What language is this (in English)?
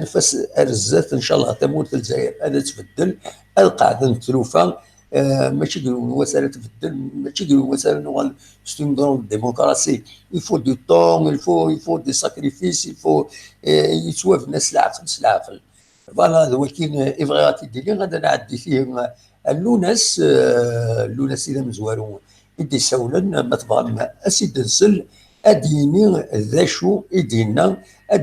Kabyle